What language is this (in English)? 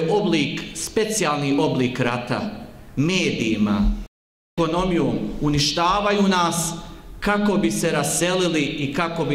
Bosnian